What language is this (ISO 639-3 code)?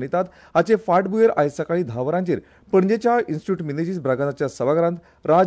kok